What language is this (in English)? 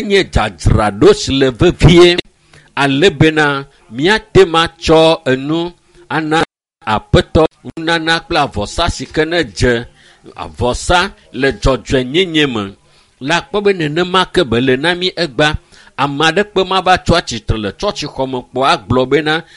Ewe